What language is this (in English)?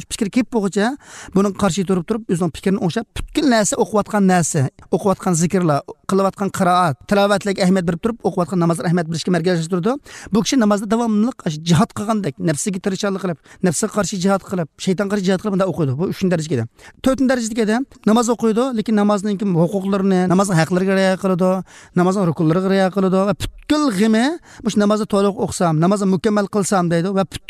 Uyghur